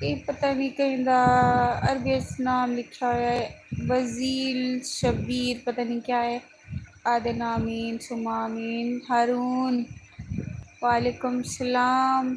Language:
Saraiki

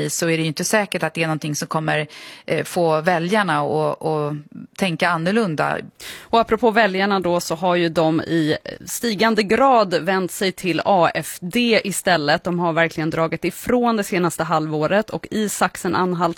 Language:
Swedish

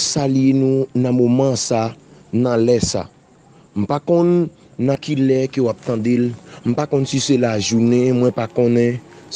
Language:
Haitian Creole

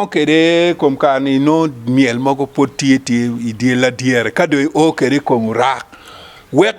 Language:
Acoli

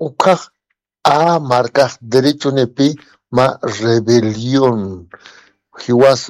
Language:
Aymara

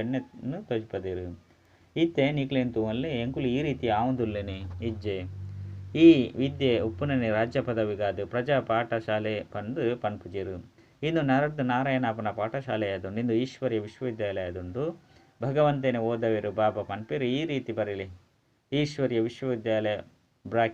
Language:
Tulu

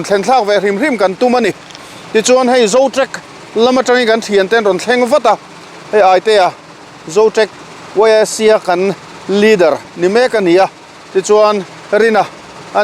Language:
Mizo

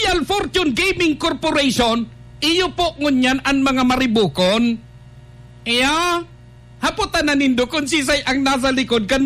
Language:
Bikol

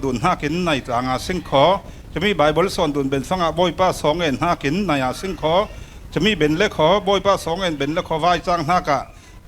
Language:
Falam Chin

